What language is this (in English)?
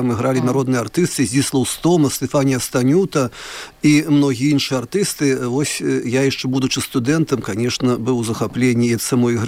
Belarusian